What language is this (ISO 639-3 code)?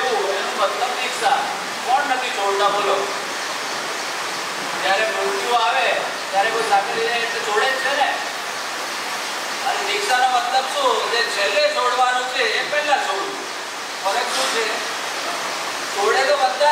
guj